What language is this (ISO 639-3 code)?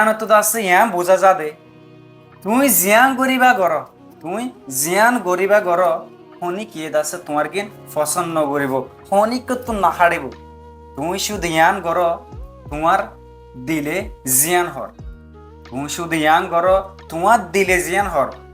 rhg